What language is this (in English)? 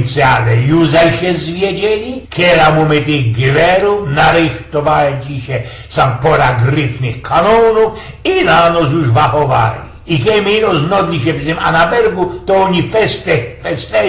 Silesian